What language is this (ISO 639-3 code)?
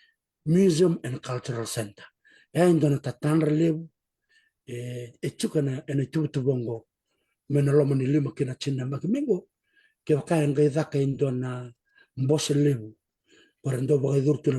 fij